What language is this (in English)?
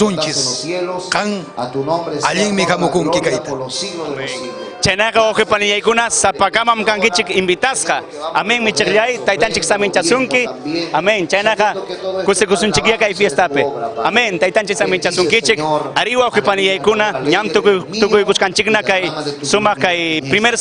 Ayacucho Quechua